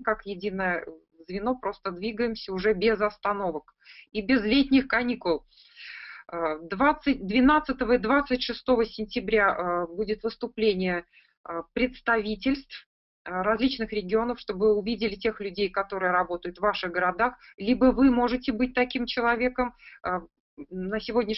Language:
Russian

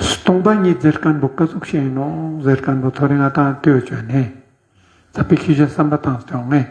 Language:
Ladakhi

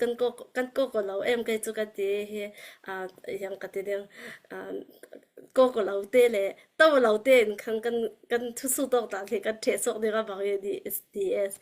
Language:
Falam Chin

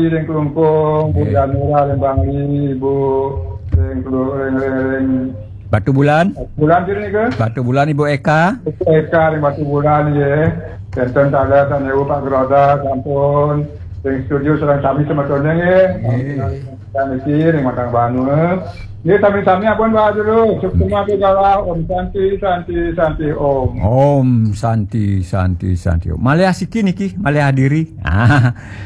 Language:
Balinese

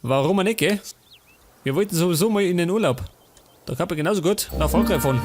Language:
Bavarian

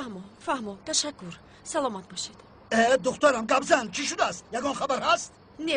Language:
Tajik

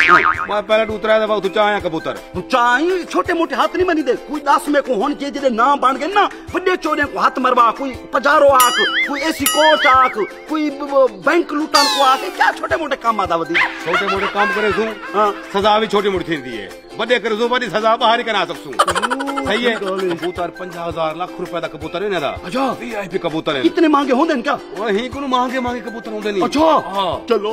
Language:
Saraiki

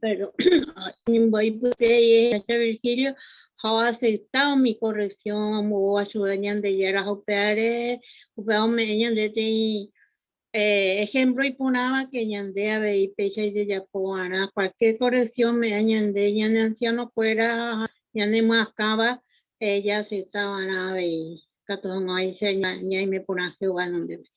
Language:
Guarani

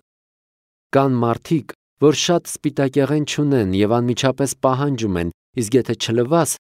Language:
Armenian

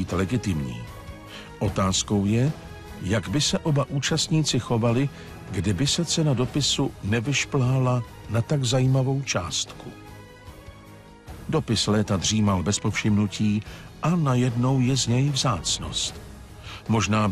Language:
Czech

